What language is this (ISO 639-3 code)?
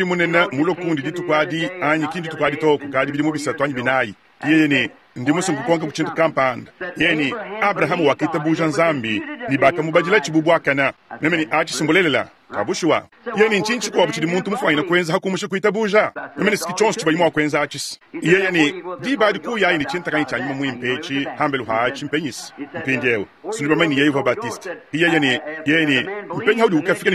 lua